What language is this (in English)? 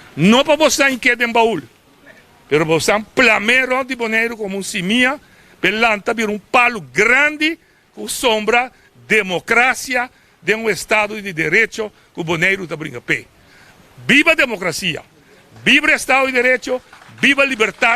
Papiamento